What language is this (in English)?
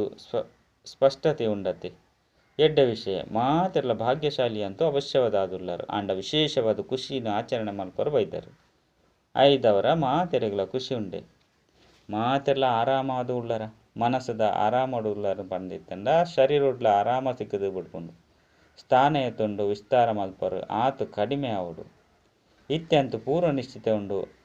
Tulu